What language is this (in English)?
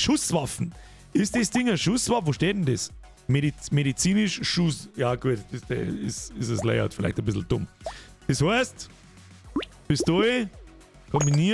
Bavarian